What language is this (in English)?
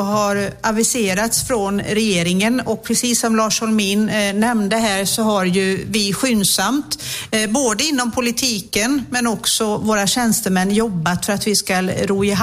Swedish